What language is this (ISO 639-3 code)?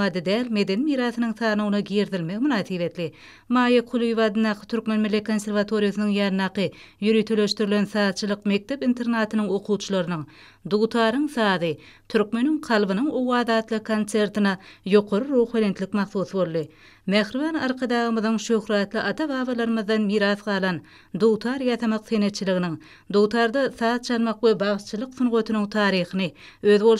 tuk